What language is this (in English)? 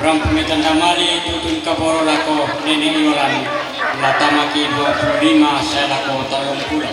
Toraja-Sa'dan